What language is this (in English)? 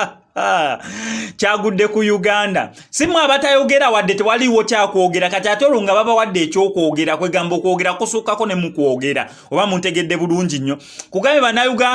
Ganda